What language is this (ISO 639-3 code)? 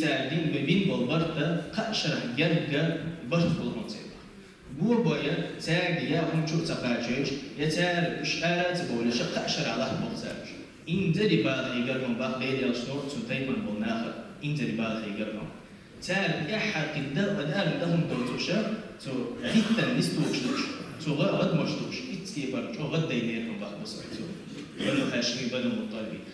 che